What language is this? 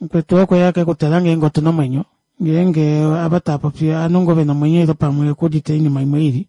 Kuanyama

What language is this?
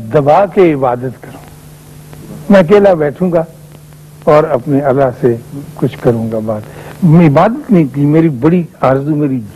Urdu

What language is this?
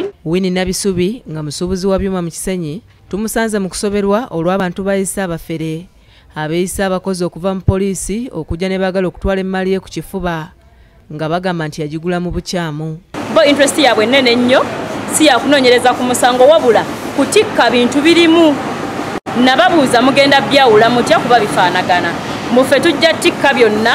Ganda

